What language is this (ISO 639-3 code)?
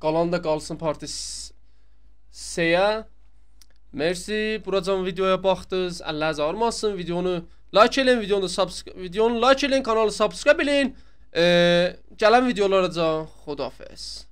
azb